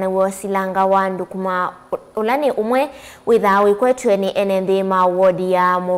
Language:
Kamba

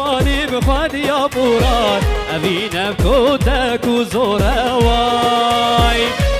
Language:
Kurdish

